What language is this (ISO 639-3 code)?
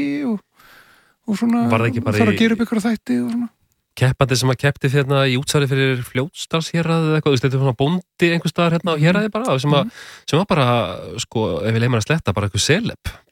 isl